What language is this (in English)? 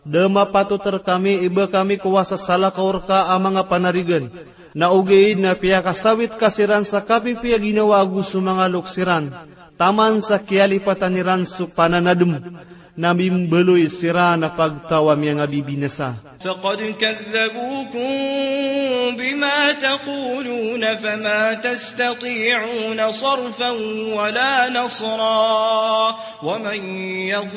Maranao